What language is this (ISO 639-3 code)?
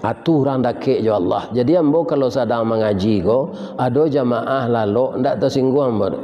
min